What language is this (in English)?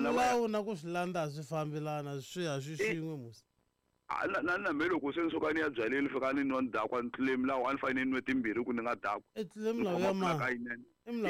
Tsonga